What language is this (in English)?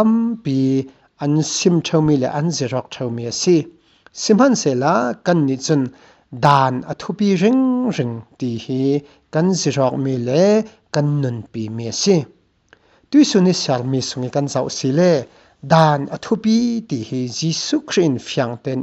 Falam Chin